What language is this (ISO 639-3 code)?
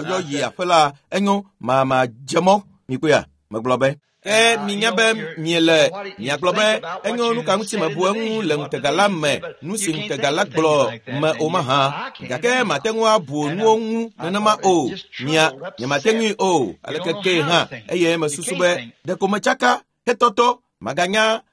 ewe